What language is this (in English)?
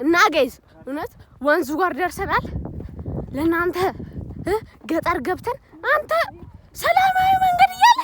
Amharic